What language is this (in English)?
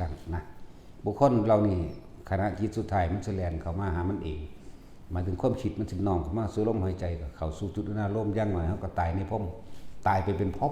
Northeastern Thai